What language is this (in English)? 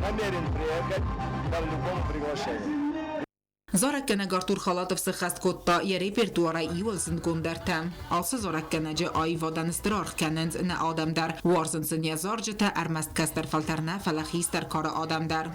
Ossetic